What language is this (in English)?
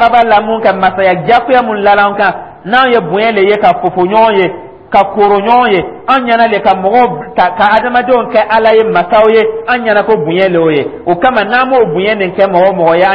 Dyula